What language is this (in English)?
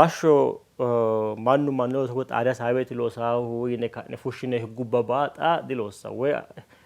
Sidamo